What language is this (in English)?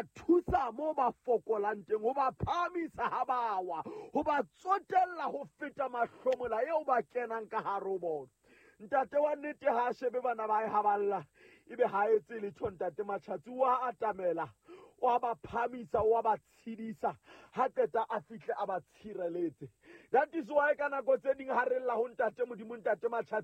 Southern Sotho